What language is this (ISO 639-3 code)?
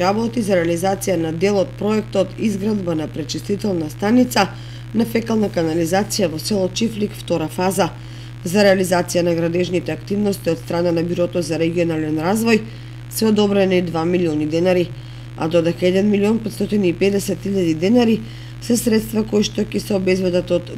mkd